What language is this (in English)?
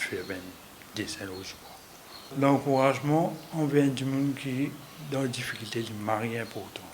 Morisyen